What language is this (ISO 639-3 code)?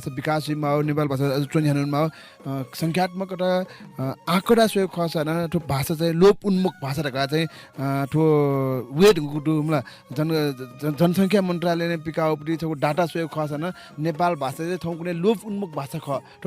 new